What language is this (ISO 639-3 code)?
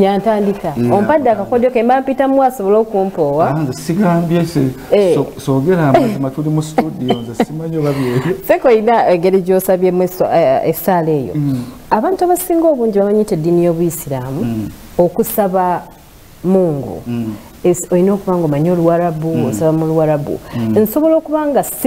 lug